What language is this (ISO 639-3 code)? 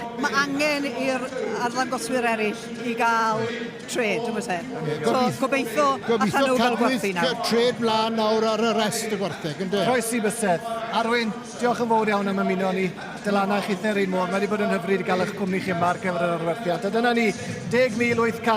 cym